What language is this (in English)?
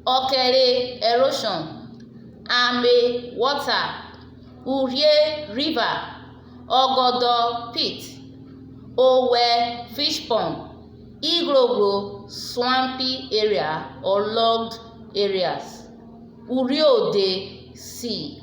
Urhobo